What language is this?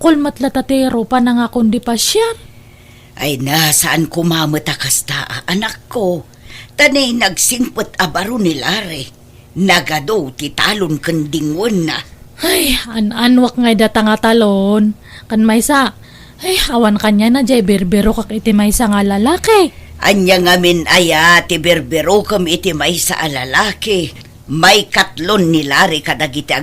Iloko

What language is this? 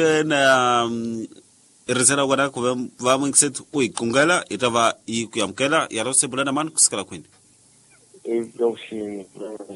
Tsonga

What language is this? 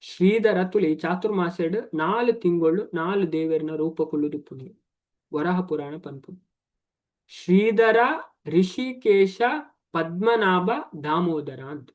Tulu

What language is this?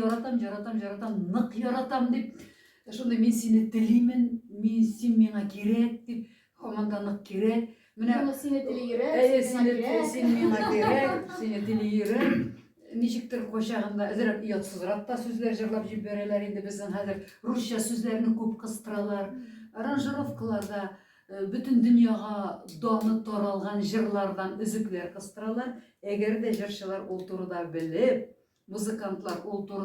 Tatar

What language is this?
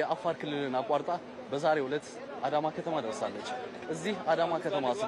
Amharic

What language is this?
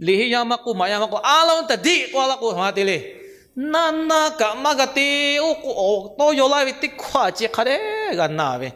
Lahu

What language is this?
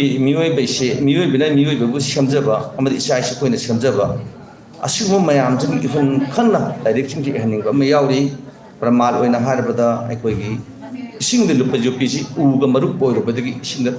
Manipuri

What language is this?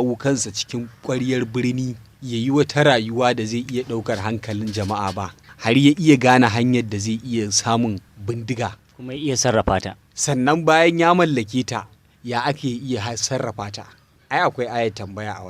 Hausa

